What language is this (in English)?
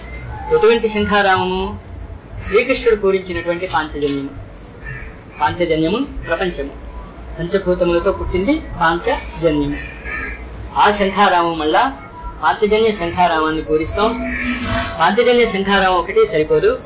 Telugu